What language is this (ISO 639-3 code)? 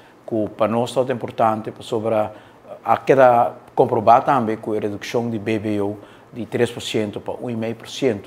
pap